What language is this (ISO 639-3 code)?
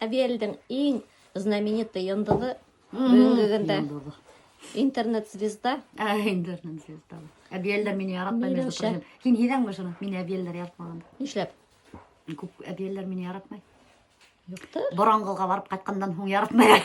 bak